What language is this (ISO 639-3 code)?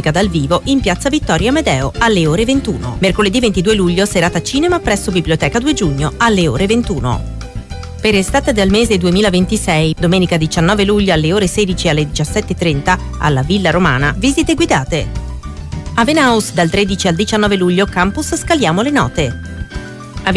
ita